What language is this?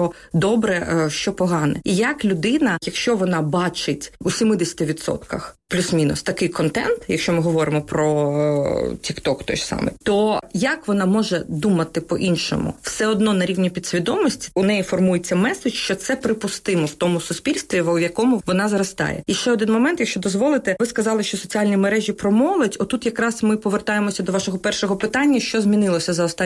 Ukrainian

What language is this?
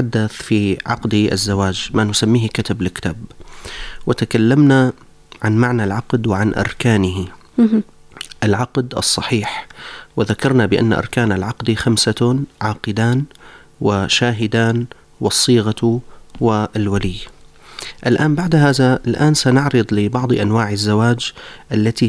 Arabic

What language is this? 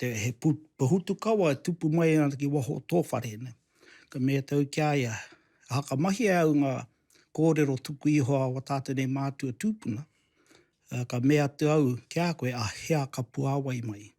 Māori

